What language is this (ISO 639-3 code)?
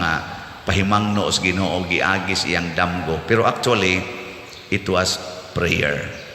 ceb